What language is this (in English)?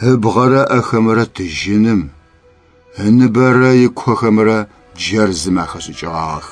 Adyghe